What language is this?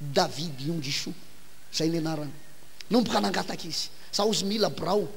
Malagasy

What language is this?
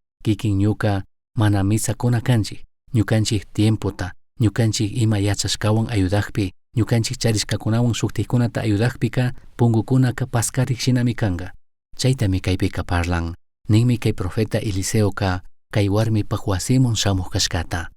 Chimborazo Highland Quichua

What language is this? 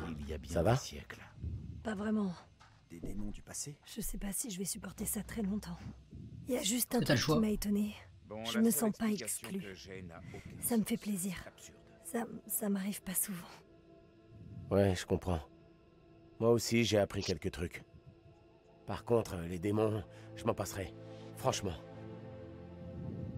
French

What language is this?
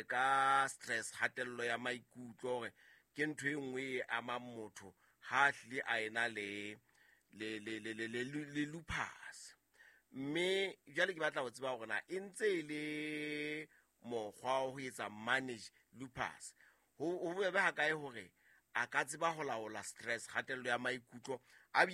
Southern Sotho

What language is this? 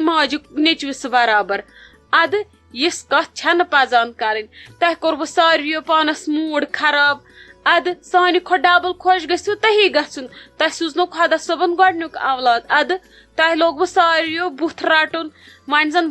Kashmiri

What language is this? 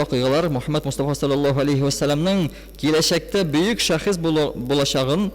Tatar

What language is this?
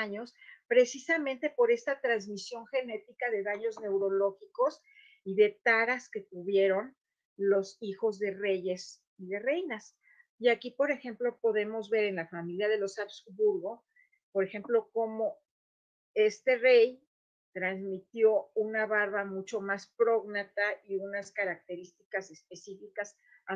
Ladino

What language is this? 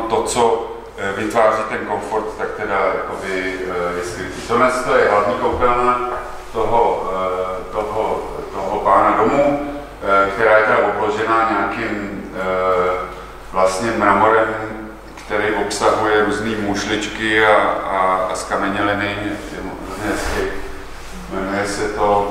Czech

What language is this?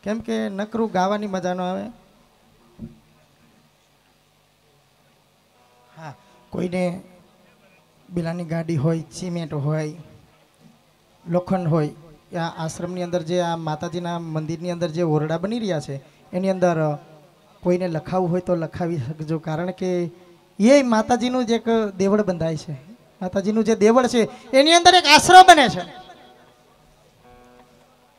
Gujarati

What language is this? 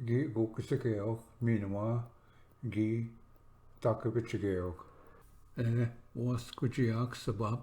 Ojibwa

